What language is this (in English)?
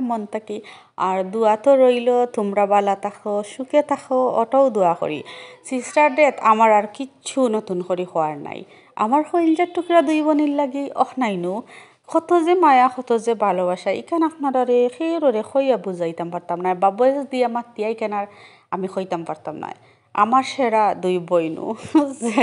Sylheti